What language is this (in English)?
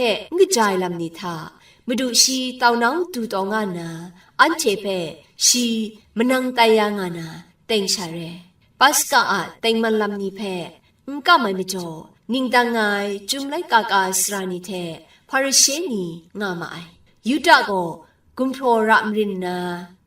Kachin